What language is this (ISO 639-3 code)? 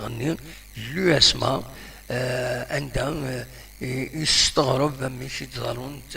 kab